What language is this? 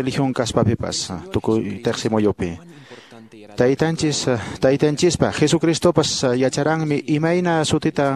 Quechua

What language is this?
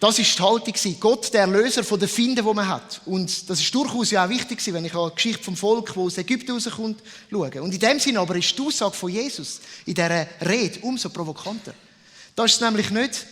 Swiss German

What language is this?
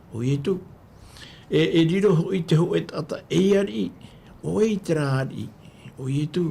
Tahitian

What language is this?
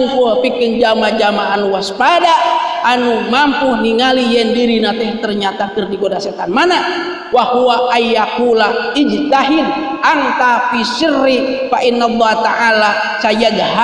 Sundanese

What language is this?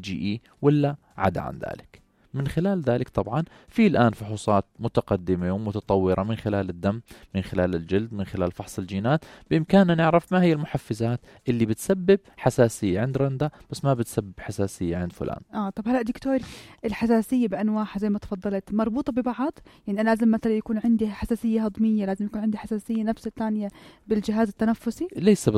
North Levantine Arabic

